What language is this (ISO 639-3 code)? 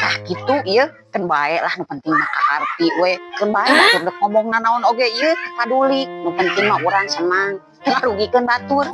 sun